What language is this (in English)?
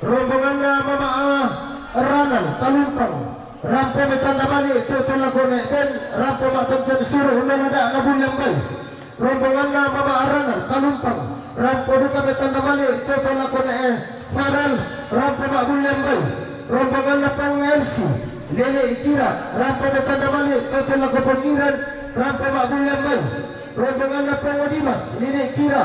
Toraja-Sa'dan